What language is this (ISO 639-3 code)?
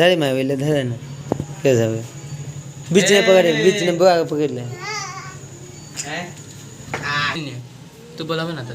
mai